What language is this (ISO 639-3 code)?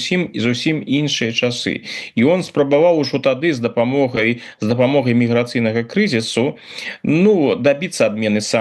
bel